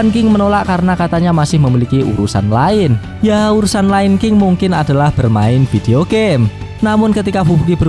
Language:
Indonesian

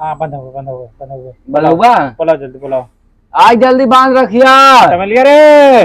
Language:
Awadhi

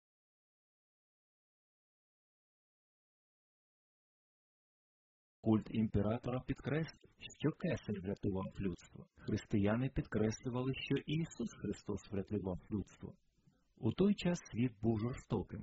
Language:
Ukrainian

